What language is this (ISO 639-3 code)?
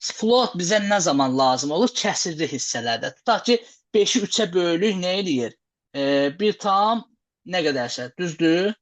aze